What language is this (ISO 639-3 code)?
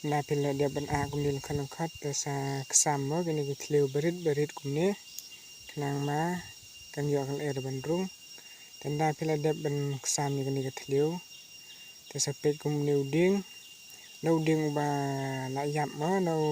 kha